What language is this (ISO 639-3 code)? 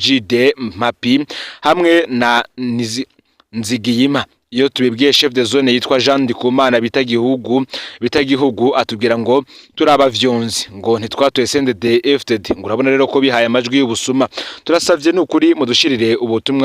run